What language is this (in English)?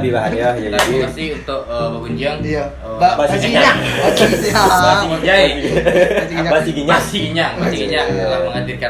Minangkabau